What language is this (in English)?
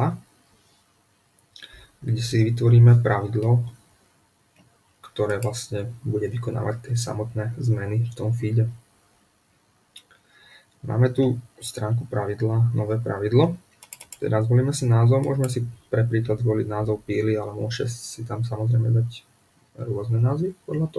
Slovak